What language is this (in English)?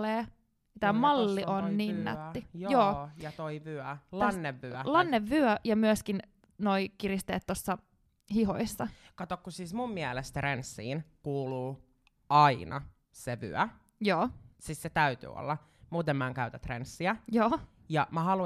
Finnish